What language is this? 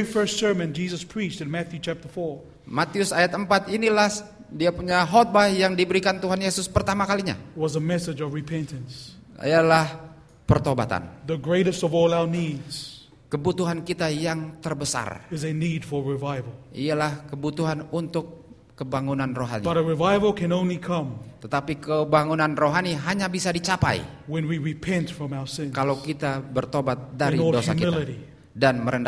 Indonesian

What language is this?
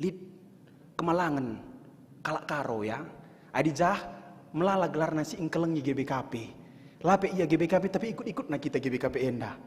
Batak Karo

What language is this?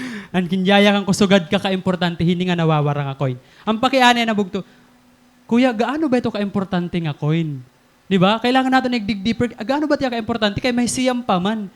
Waray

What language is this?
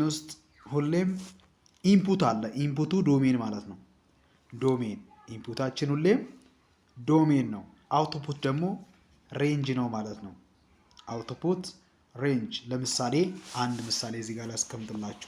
Amharic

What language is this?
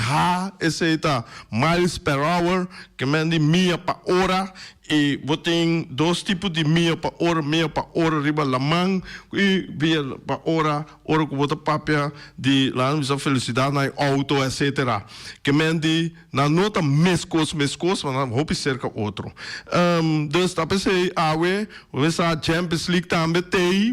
Papiamento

